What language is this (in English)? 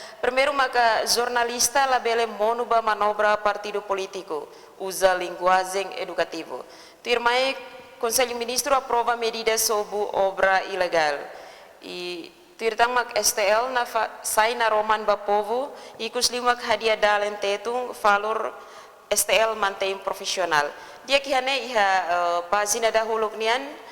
Tetum